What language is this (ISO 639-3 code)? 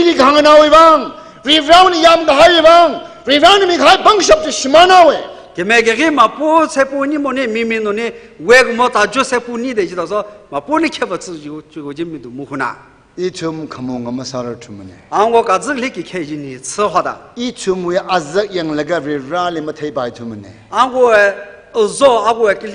nmf